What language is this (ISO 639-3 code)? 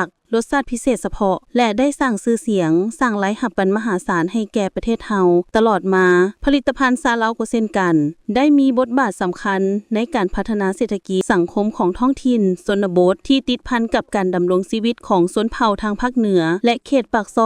lao